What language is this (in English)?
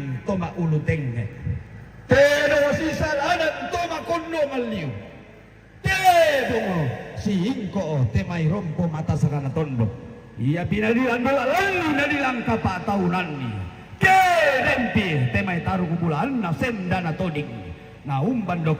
Toraja-Sa'dan